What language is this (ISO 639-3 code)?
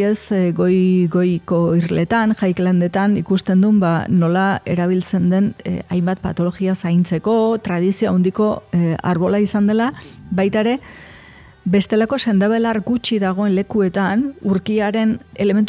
eus